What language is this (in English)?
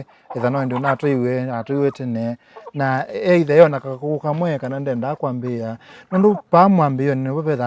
Kamba